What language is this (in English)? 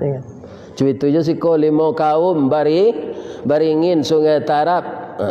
Minangkabau